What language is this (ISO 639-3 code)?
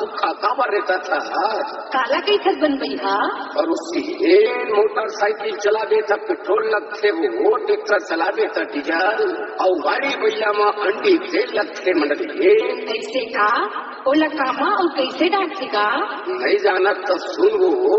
hne